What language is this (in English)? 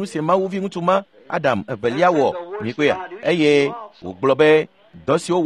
Ewe